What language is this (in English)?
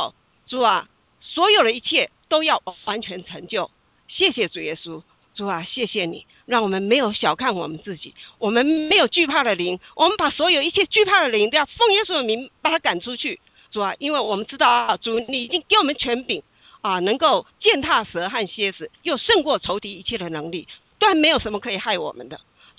Chinese